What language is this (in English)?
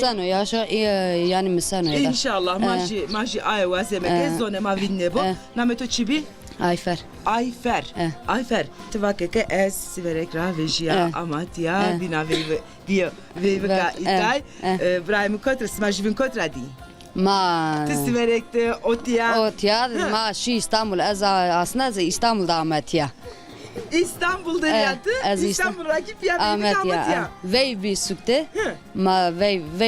Zaza